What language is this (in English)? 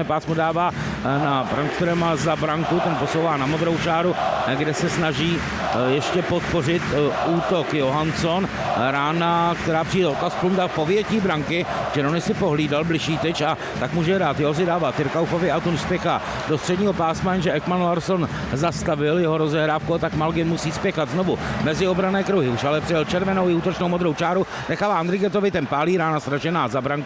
Czech